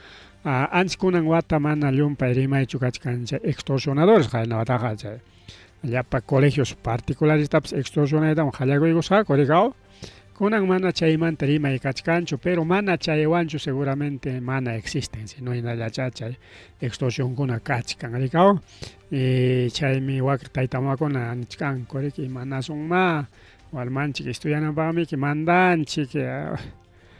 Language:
Ayacucho Quechua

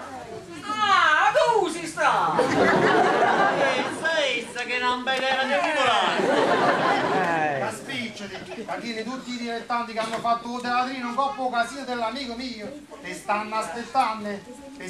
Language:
Neapolitan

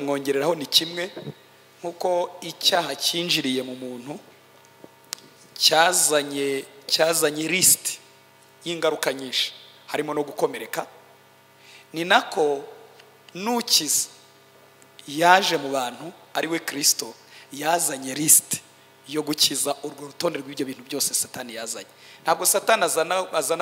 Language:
Kinyarwanda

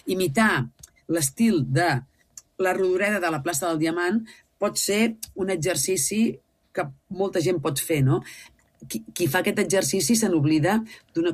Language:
Catalan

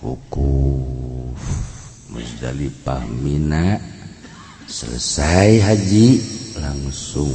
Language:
Sundanese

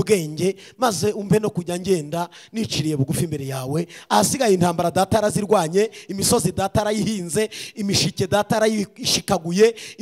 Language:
Kinyarwanda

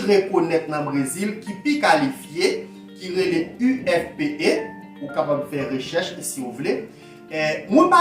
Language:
Haitian Creole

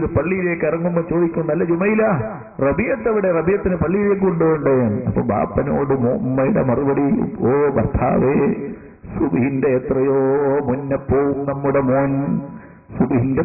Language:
Malayalam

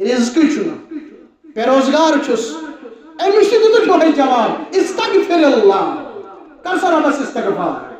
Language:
Kashmiri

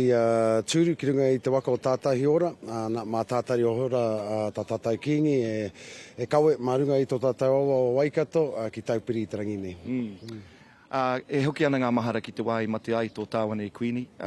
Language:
Māori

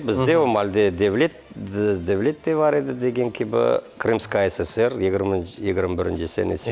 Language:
Crimean Tatar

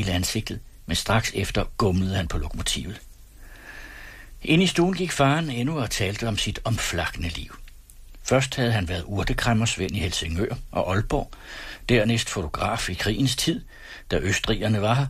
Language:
Danish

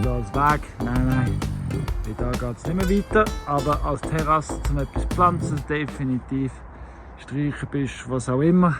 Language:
Swiss German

